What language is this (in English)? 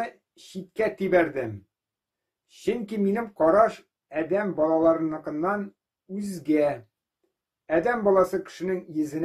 Tatar